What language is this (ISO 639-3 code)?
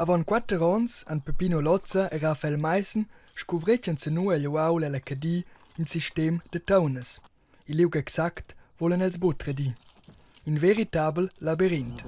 roh